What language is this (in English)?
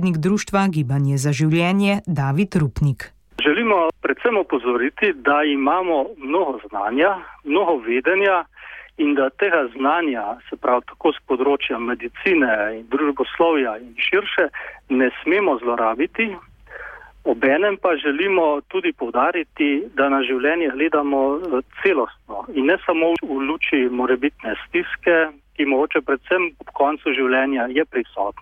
Slovenian